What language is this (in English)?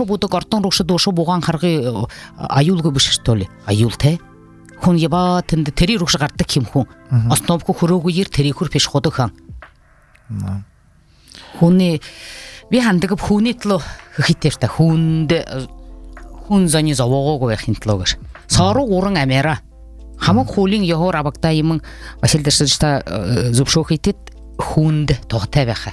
Buriat